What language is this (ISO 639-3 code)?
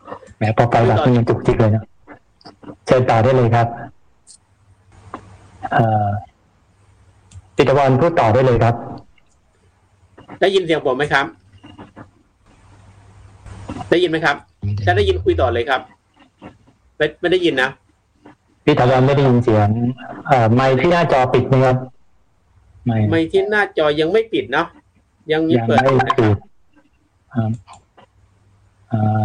tha